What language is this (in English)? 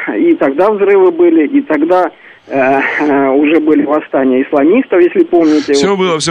Russian